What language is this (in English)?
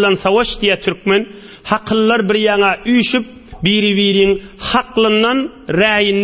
Turkmen